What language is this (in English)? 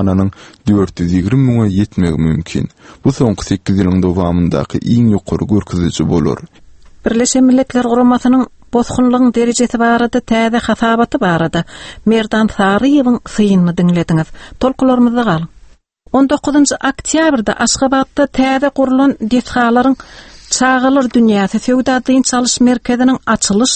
Turkmen